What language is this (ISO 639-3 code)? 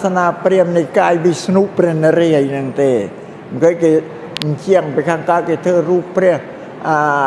khm